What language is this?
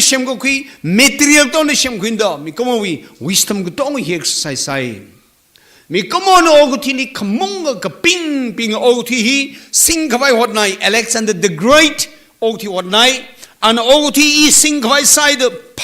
Tangkhul Naga (India)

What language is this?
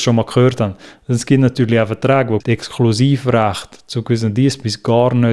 Swiss German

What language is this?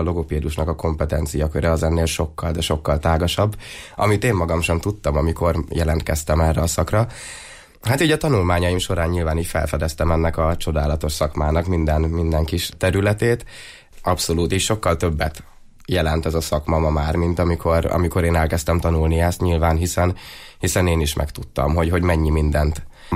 Hungarian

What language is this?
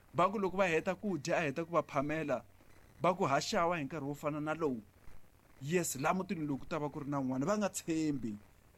Tsonga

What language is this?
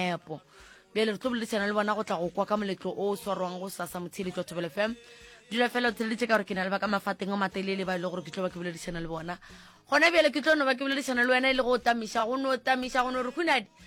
Northern Sotho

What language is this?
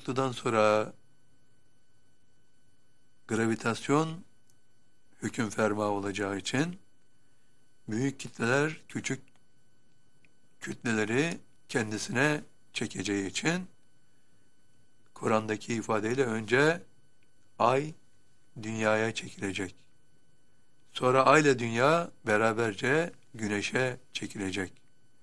Turkish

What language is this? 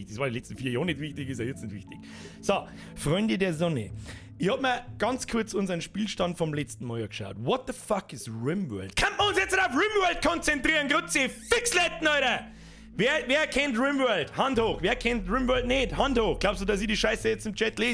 Bavarian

